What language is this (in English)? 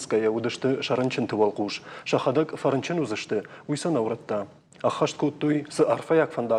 Ossetic